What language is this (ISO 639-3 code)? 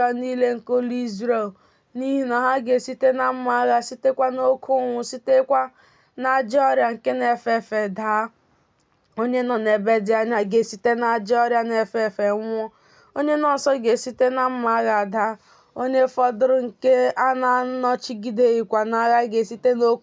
ibo